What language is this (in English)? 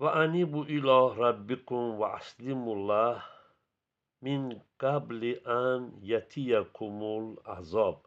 Azerbaijani